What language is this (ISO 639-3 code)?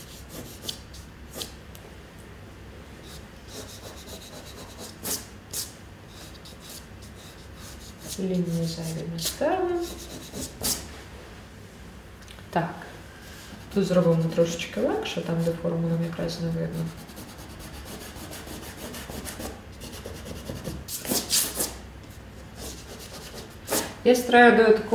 ukr